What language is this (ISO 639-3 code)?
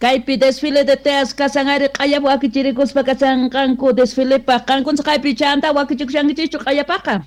que